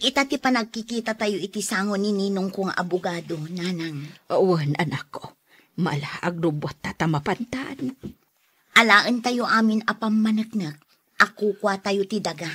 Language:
Iloko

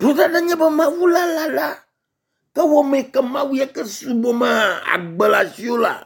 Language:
Ewe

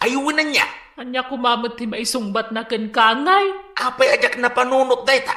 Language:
Iloko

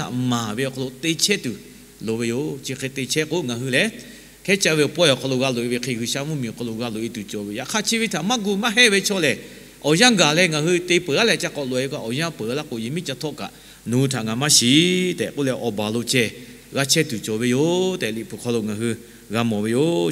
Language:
Lahu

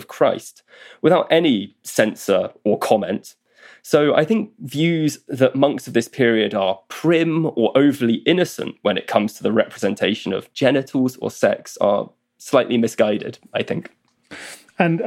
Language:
English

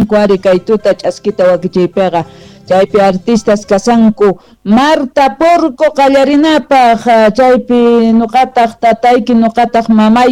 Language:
Quechua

